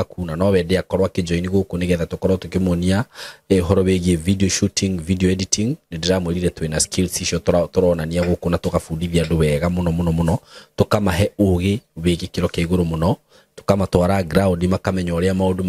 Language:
Kikuyu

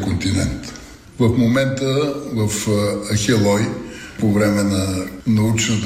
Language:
Bulgarian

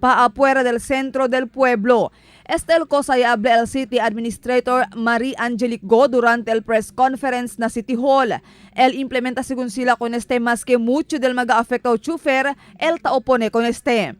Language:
Chavacano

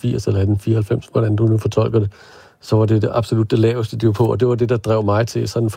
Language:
Danish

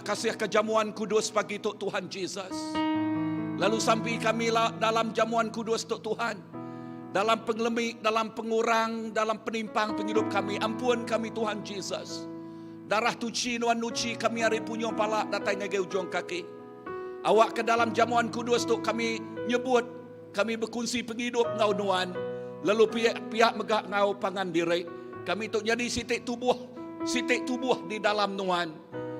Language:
Iban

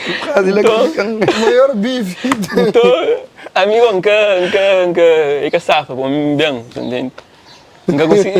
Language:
Kabuverdianu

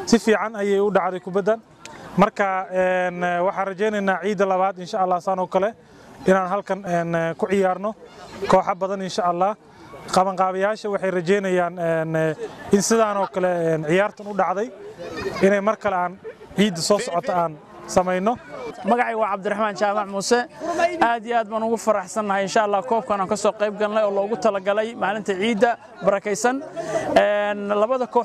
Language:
Somali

